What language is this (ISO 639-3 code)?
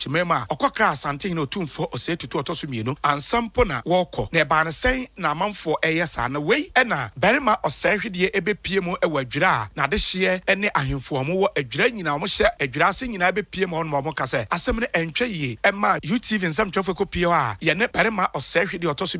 aka